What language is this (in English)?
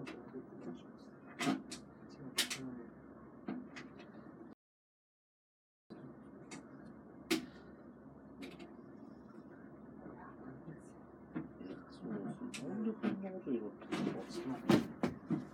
Japanese